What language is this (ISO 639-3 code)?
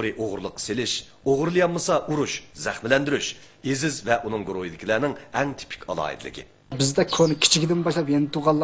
uig